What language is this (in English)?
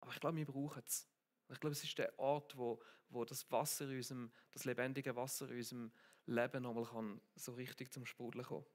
Swiss German